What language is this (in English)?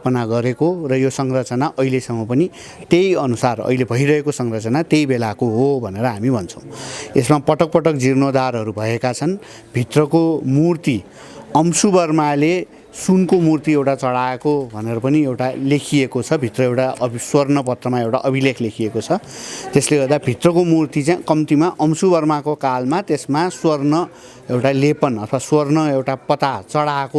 Nepali